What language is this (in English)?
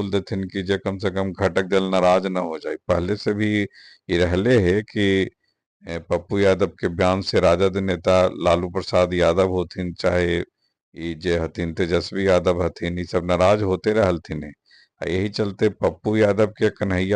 Magahi